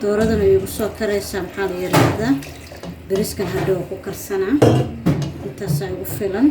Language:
Somali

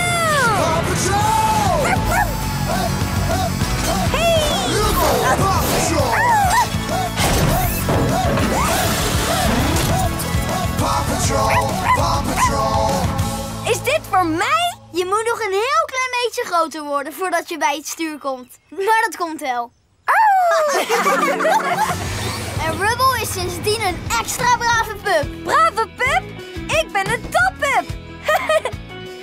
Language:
Dutch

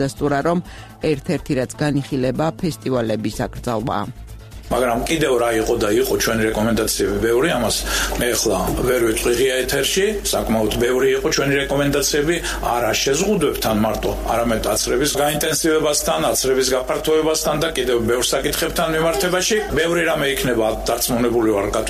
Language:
Georgian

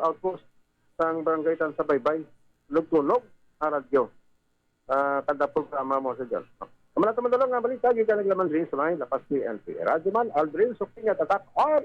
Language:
Hiligaynon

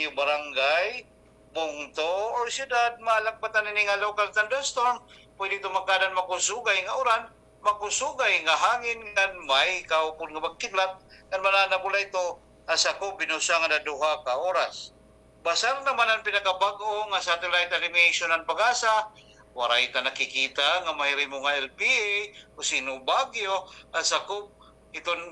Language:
Waray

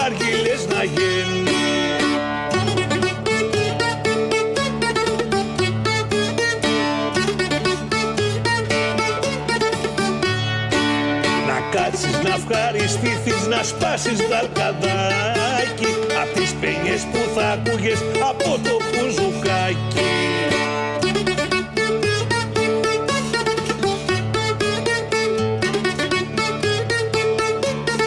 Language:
Greek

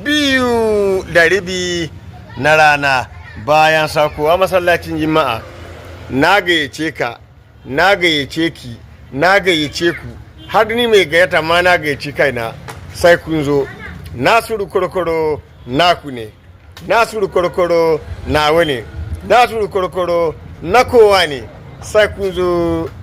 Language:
Hausa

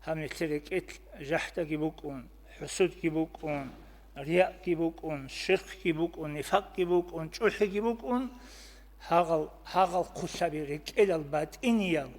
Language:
Avaric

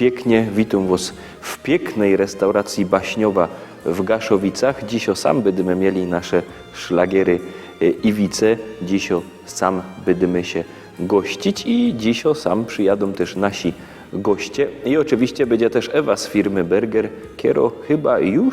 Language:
Silesian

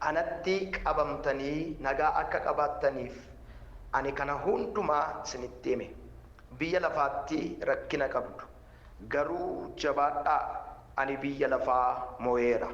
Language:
Oromo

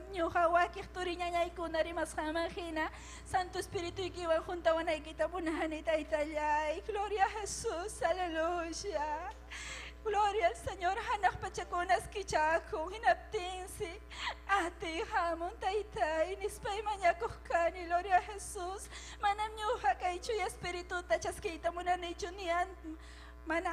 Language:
Ayacucho Quechua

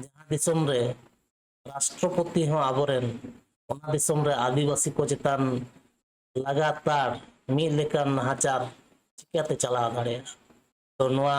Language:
Santali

